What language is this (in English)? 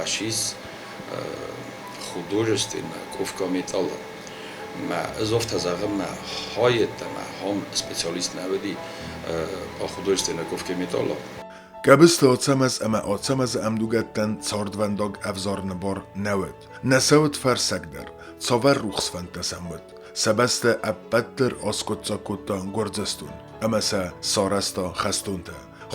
Ossetic